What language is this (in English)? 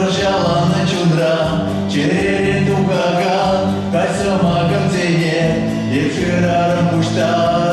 Chuvash